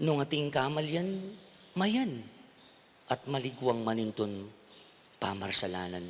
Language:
Pampanga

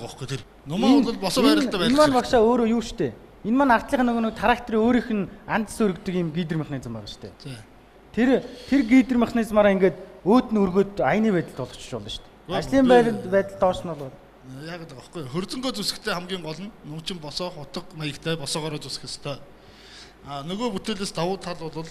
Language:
Mongolian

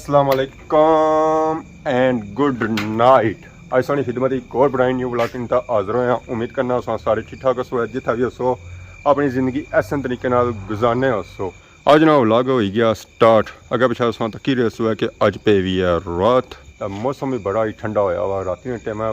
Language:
Pahari-Potwari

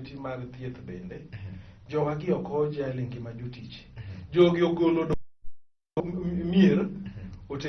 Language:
Luo (Kenya and Tanzania)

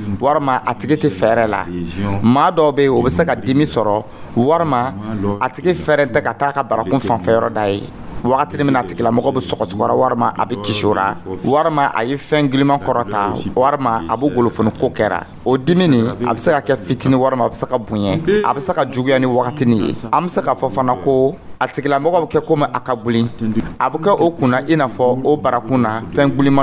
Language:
Dyula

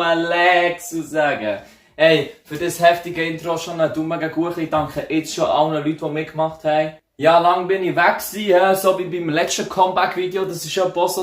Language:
Swiss German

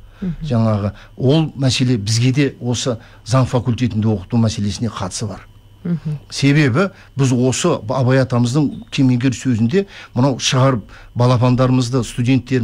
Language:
Kazakh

